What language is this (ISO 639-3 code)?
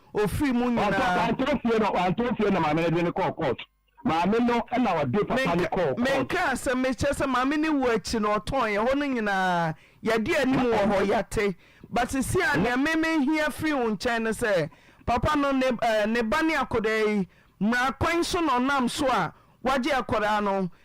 aka